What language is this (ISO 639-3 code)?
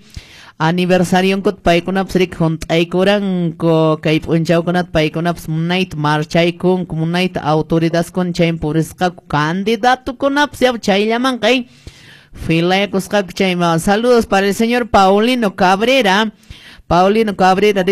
que